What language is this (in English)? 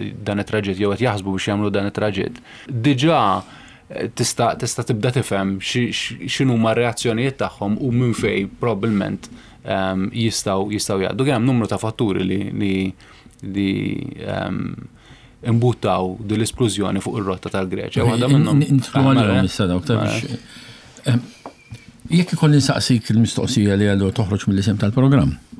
Maltese